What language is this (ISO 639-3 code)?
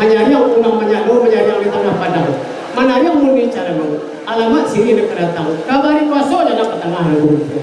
min